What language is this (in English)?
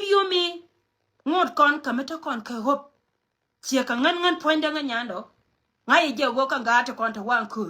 Nuer